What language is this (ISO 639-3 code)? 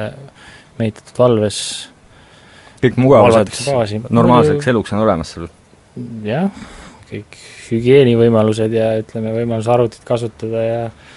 est